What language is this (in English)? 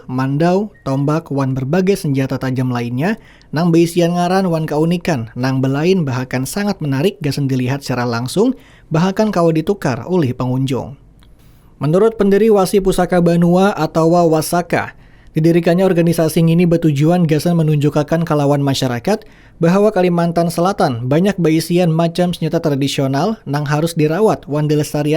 Banjar